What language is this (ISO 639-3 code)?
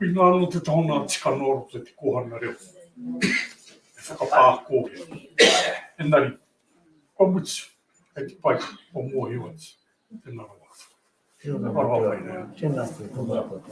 mri